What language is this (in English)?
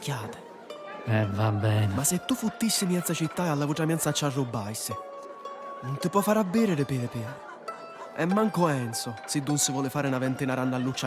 Sicilian